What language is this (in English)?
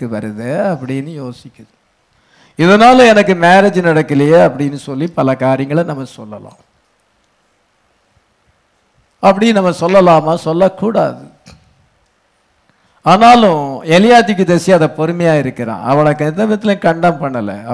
Tamil